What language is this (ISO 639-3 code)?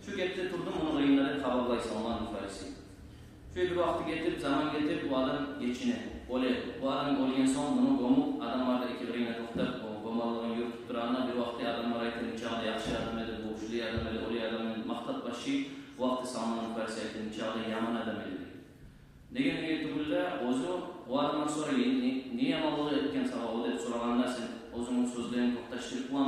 kum